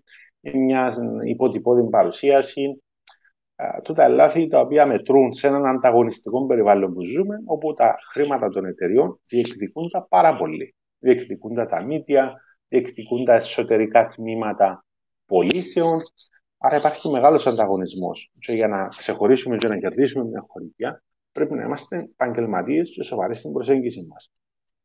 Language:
Greek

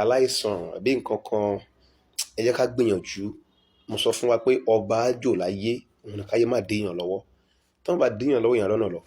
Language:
Yoruba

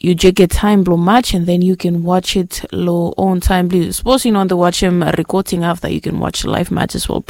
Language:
Bislama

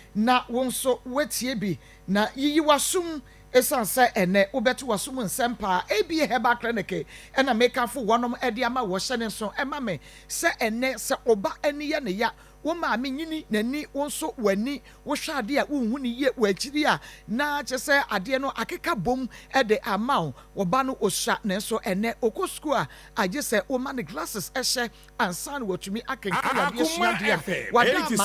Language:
Akan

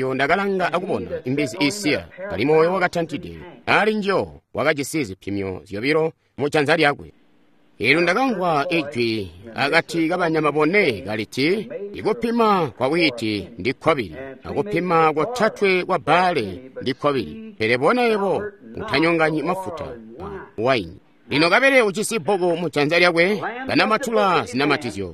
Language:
Tonga (Zambia)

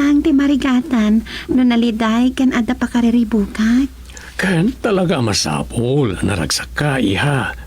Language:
Iloko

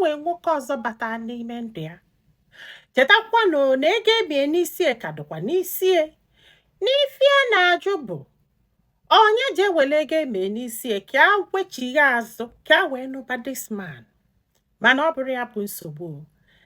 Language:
Igbo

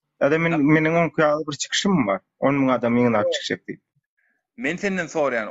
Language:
Turkmen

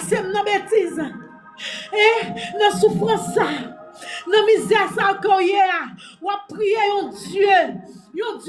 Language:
Haitian Creole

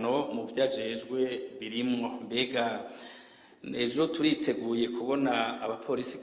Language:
Rundi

